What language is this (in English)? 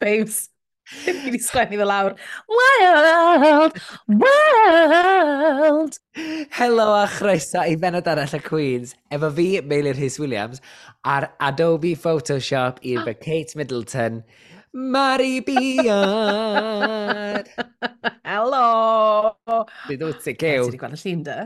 Welsh